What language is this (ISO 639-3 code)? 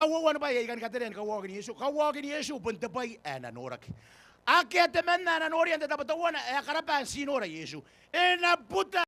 gil